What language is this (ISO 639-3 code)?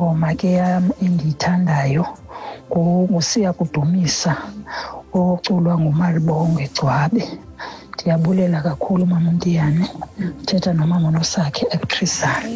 xho